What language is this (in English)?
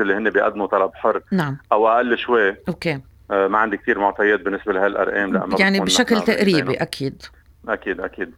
North Levantine Arabic